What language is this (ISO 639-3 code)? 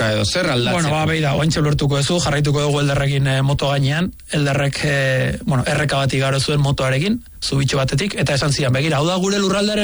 eus